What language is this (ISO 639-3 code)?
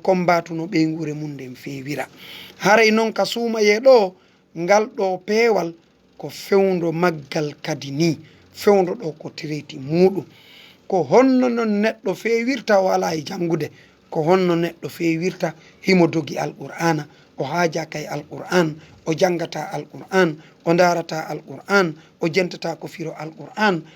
ful